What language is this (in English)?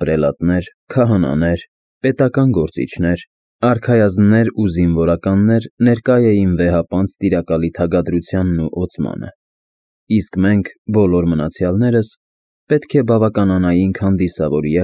Armenian